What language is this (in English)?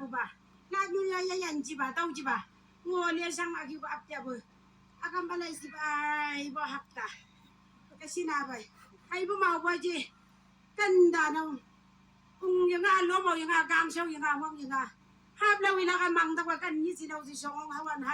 Chang Naga